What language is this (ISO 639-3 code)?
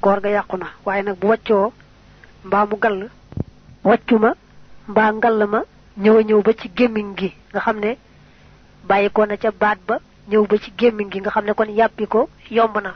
wol